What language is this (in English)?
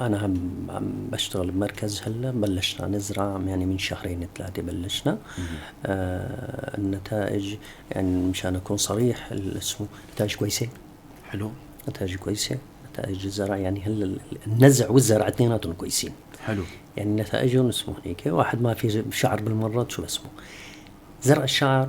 North Levantine Arabic